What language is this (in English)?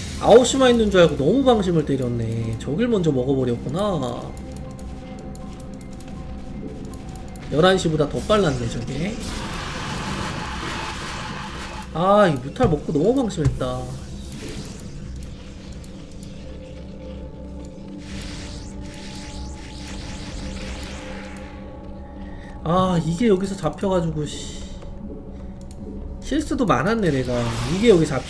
Korean